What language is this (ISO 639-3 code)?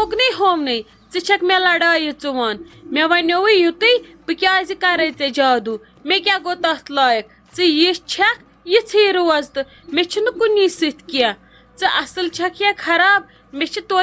kas